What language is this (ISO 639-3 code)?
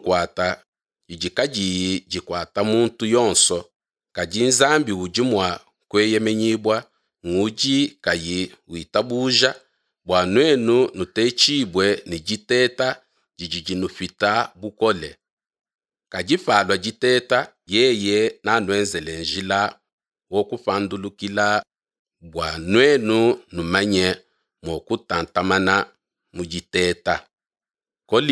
lua